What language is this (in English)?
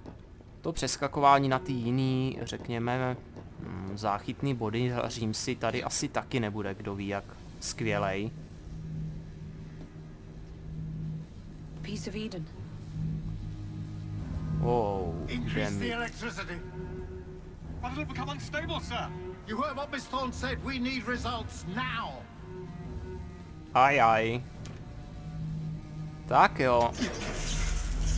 Czech